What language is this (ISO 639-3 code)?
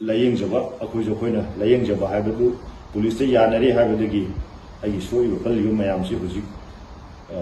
mni